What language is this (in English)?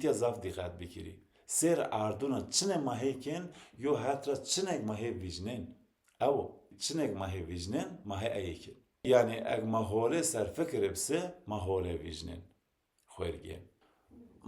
Zaza